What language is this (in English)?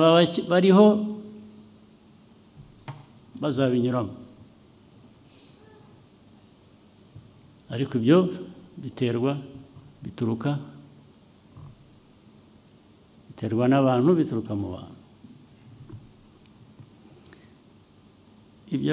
Kinyarwanda